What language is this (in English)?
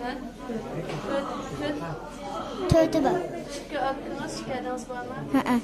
Uyghur